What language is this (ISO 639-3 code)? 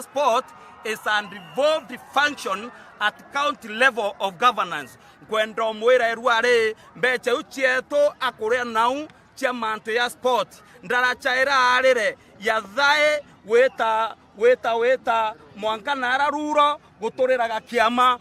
mer